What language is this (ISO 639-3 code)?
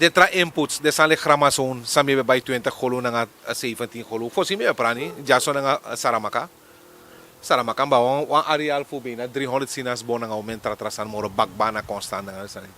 srn